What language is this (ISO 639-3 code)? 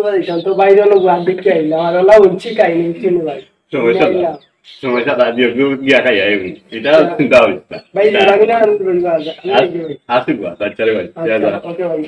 syl